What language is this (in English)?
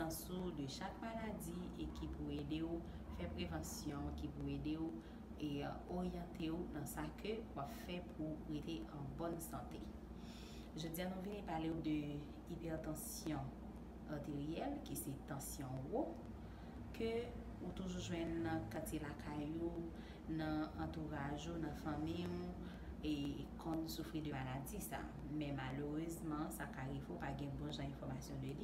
Haitian Creole